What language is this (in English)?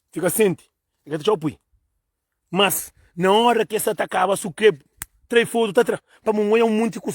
Kabuverdianu